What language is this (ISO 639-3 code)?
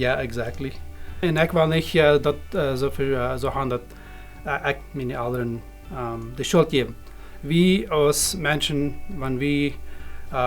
pdt